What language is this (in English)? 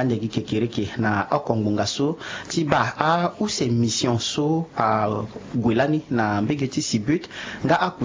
Sango